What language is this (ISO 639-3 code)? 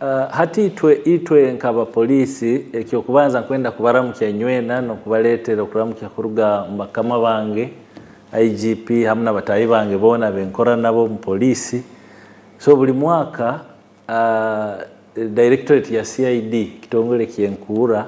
nyn